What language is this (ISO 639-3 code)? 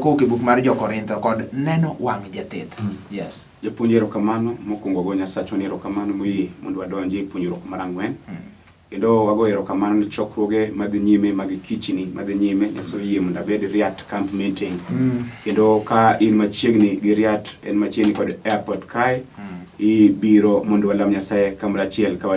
luo